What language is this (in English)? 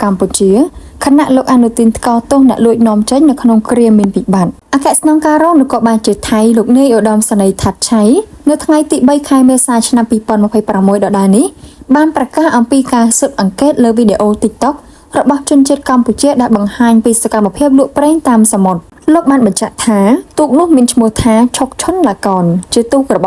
Khmer